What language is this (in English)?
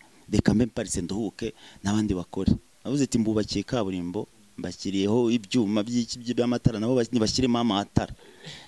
Kinyarwanda